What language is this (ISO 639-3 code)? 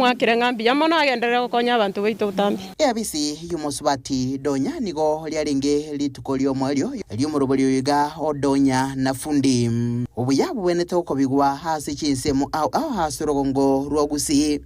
guz